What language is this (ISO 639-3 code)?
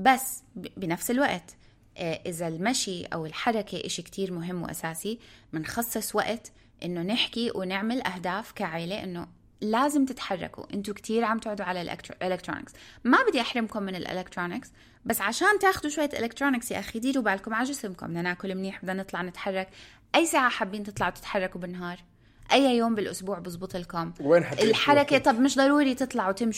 apc